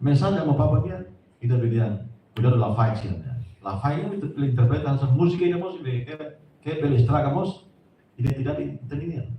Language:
Tetum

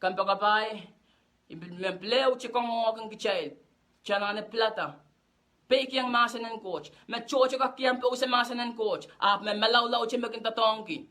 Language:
Pohnpeian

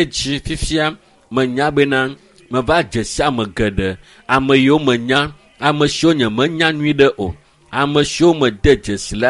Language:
Ewe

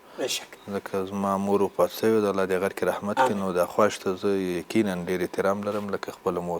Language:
Pashto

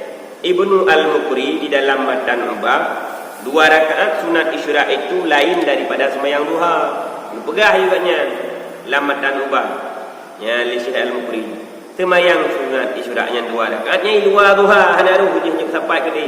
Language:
Achinese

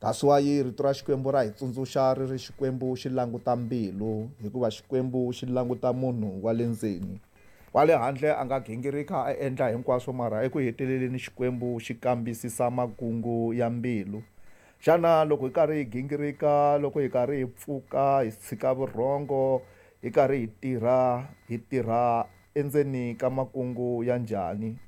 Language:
Tsonga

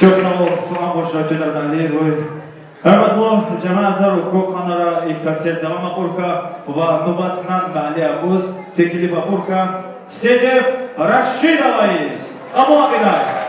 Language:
Tabassaran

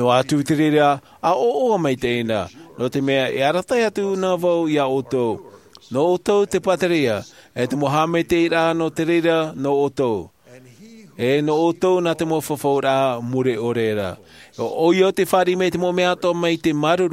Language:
Tahitian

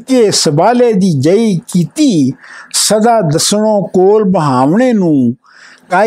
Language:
Punjabi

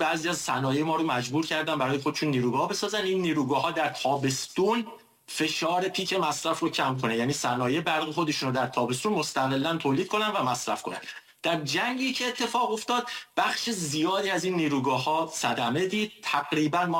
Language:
Persian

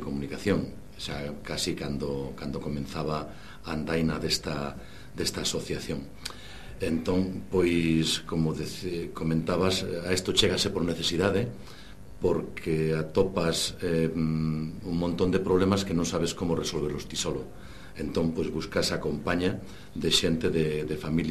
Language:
Galician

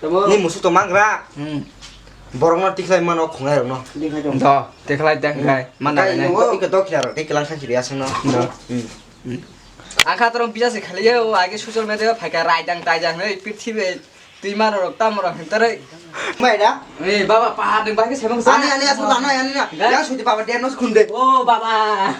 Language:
Kok Borok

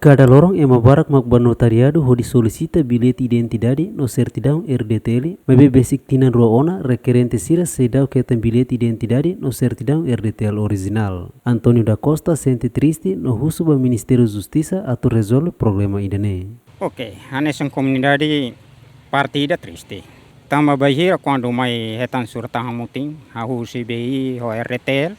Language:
Tetum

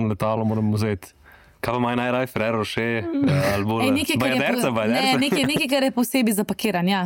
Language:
Slovenian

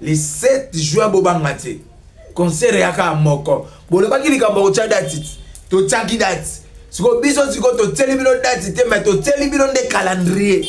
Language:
Lingala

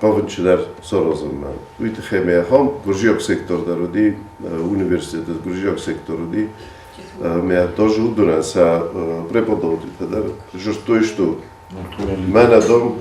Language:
Ossetic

